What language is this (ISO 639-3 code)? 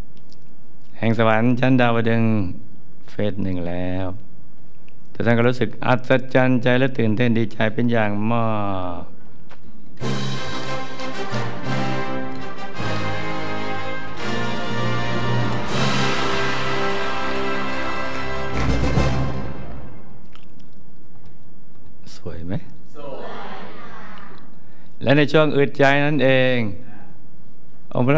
tha